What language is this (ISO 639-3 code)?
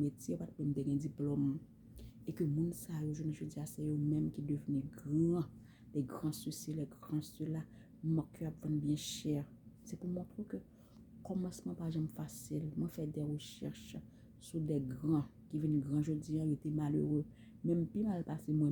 hat